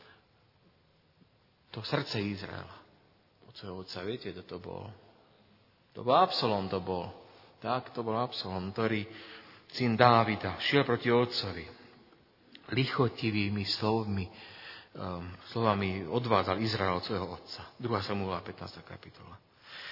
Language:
Slovak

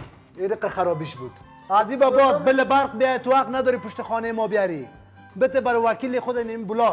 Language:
Persian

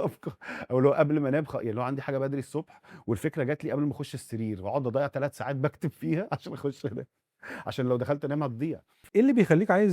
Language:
Egyptian Arabic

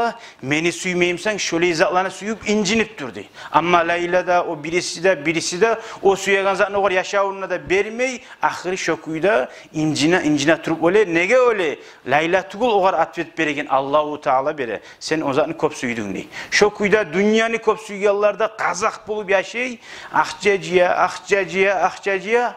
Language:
Kumyk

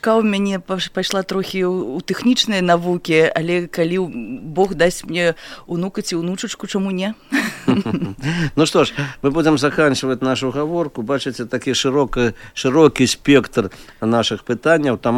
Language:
Belarusian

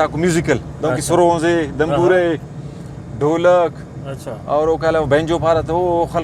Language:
Brahui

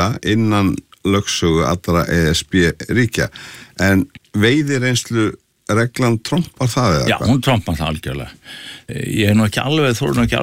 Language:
Icelandic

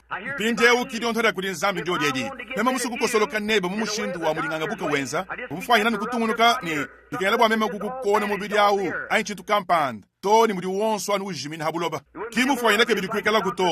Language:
Luba-Lulua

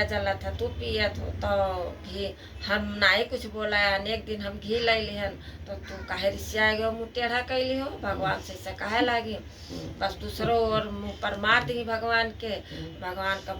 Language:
Awadhi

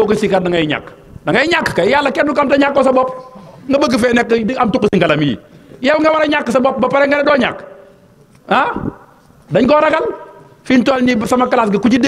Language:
Wolof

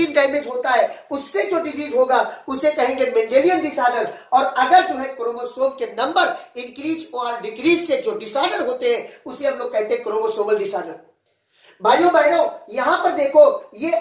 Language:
Hindi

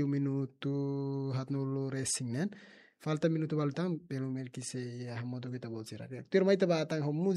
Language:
Tetum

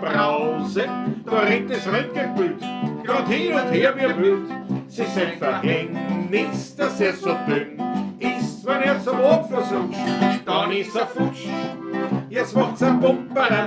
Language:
Bavarian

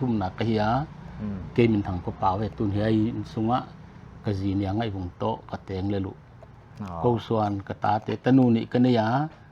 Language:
Paite Chin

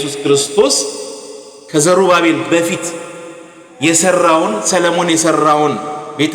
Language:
Amharic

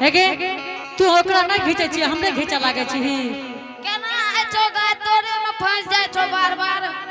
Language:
Angika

